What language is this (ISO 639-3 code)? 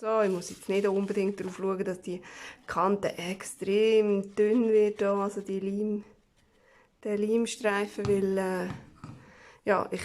gsw